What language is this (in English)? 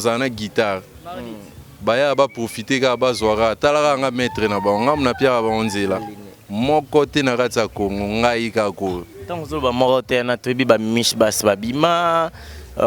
Lingala